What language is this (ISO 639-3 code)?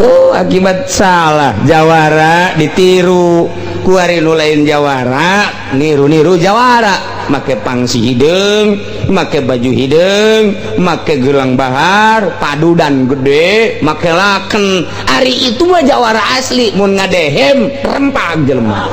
sun